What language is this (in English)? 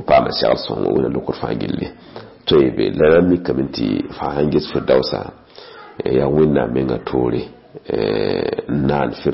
Mossi